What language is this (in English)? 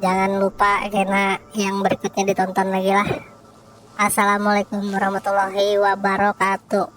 Banjar